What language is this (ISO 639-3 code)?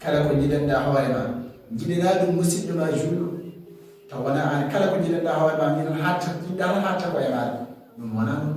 ful